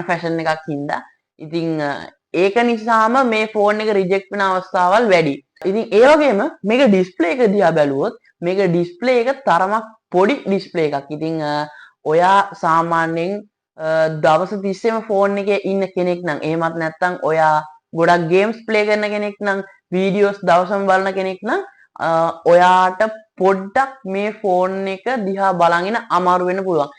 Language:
Sinhala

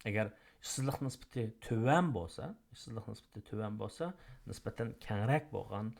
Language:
Uyghur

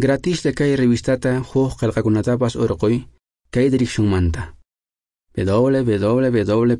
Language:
Quechua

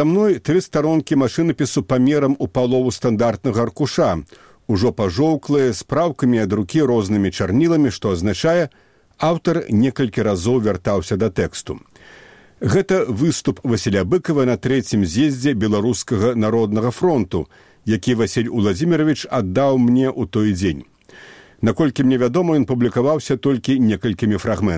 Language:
Belarusian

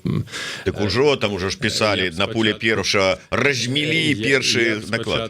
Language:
Belarusian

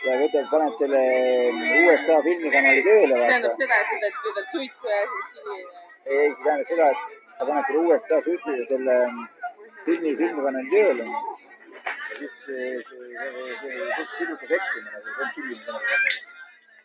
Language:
Estonian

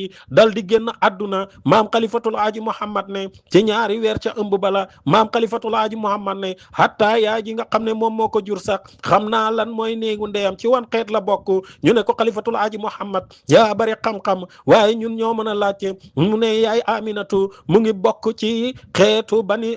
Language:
Wolof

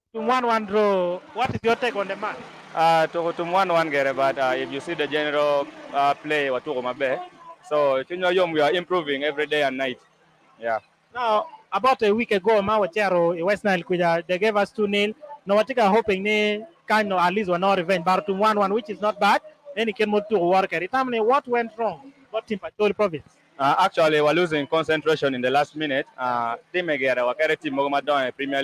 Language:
Acoli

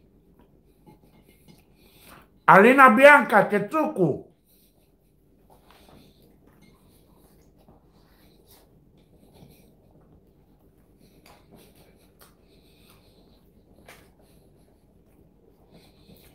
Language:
Romanian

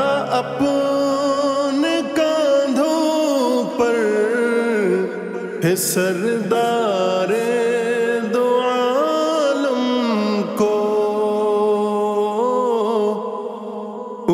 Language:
Urdu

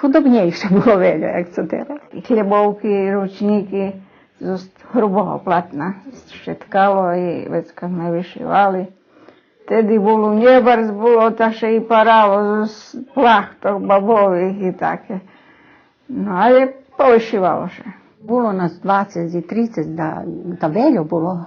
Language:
Rusyn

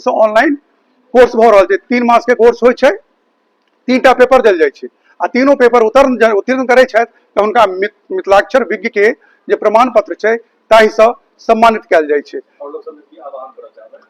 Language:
Maithili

